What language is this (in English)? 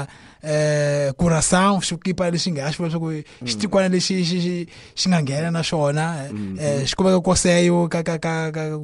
Tsonga